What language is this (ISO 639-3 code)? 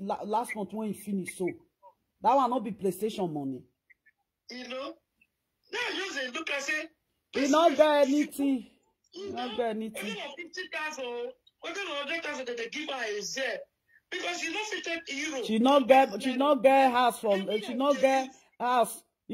pcm